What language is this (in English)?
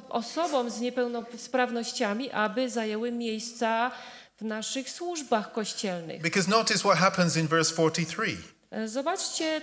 Polish